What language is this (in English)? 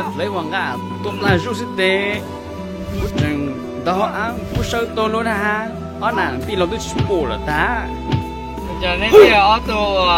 Hmong